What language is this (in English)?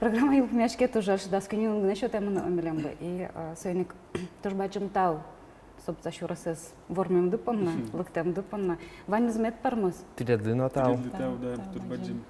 Udmurt